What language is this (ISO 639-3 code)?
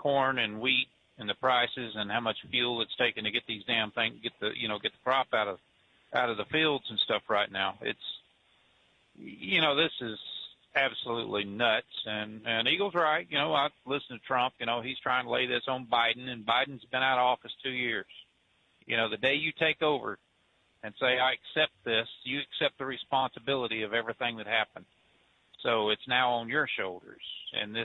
eng